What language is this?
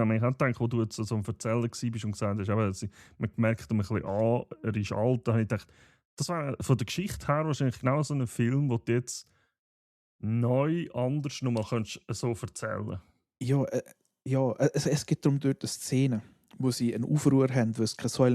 Swiss German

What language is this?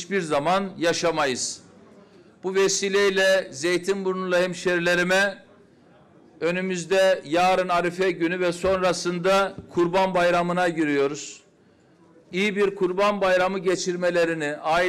Turkish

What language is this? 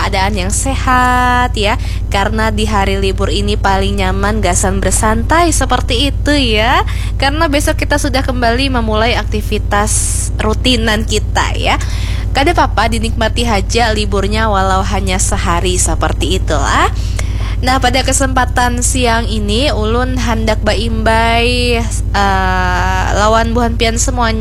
Banjar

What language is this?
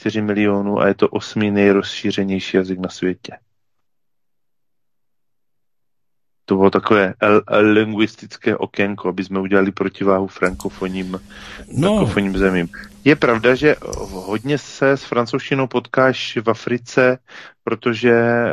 Czech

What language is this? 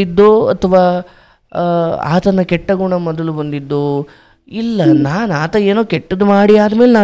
Kannada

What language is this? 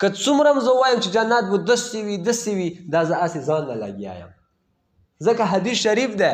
Pashto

